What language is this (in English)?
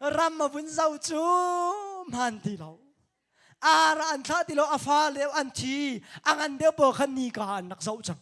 Hakha Chin